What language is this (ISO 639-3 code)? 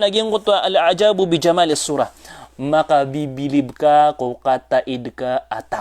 mrw